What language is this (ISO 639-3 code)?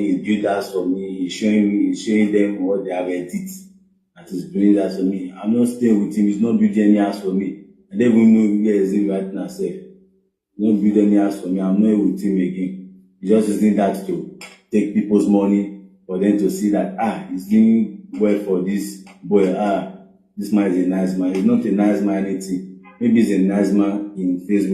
pcm